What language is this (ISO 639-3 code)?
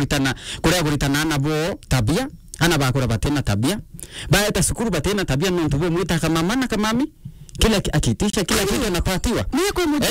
mer